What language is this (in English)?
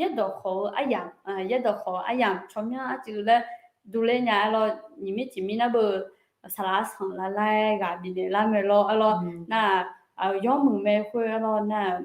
Akha